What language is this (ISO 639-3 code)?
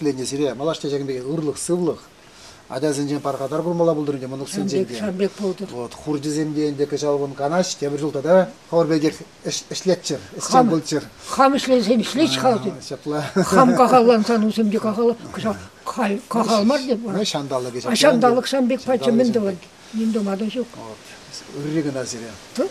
chv